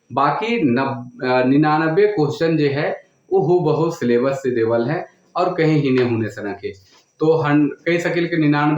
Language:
Sadri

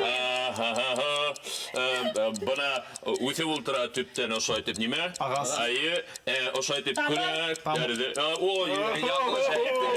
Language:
Bashkir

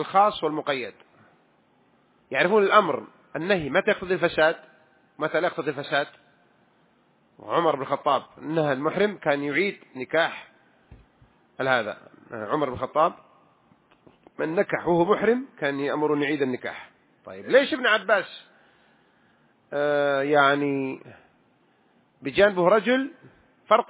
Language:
Arabic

